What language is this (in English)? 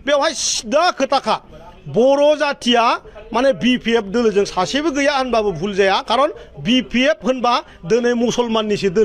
Bodo